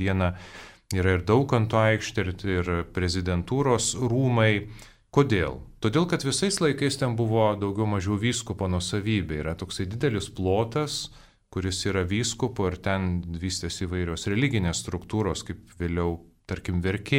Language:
Lithuanian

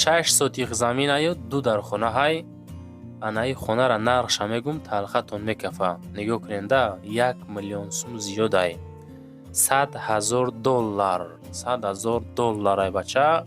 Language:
Tajik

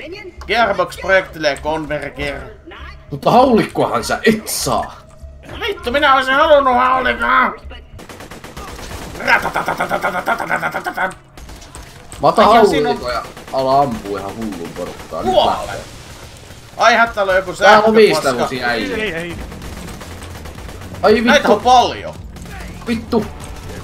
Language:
Finnish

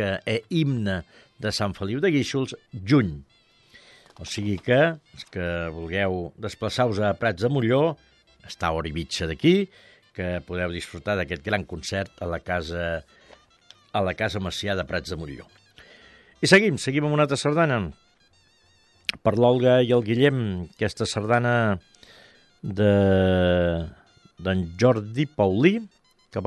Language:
Catalan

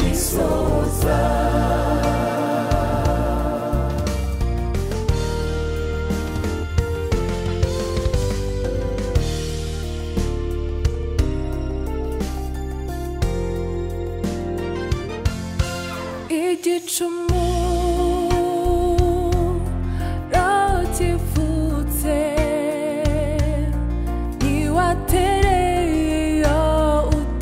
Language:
Kinyarwanda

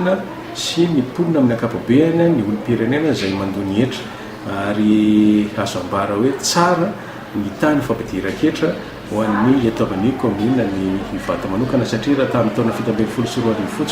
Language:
Malagasy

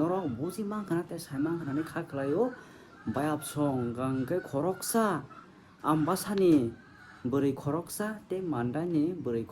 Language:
Kok Borok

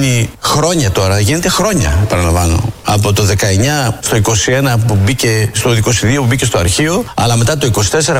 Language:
Greek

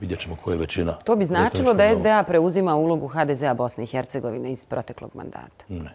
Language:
Bosnian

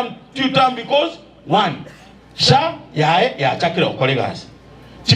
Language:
Gusii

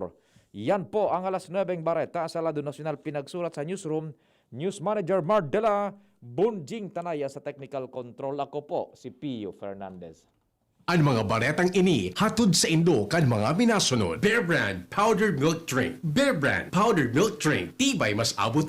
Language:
Bikol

